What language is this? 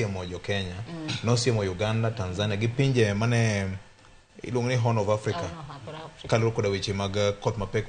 Luo (Kenya and Tanzania)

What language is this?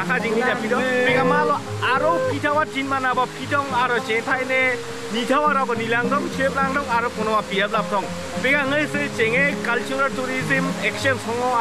Karbi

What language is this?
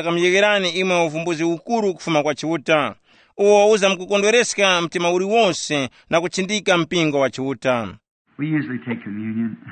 Tumbuka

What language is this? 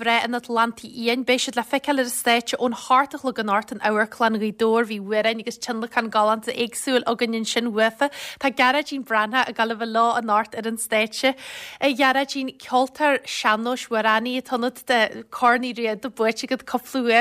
Irish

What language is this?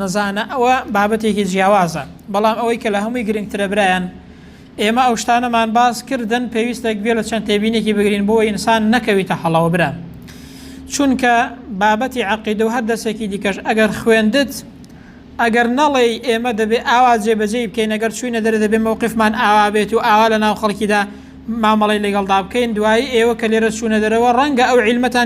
Central Kurdish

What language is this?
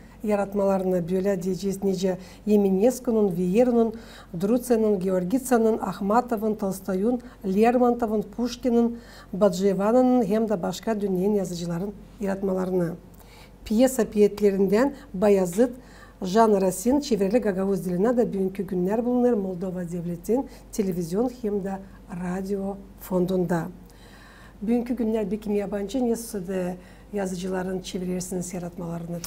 Gagauz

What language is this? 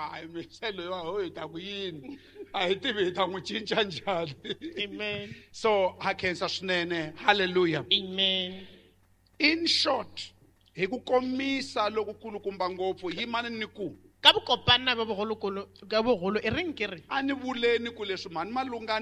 Tsonga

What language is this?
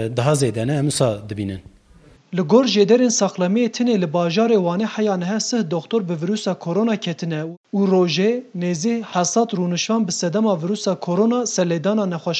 Kurdish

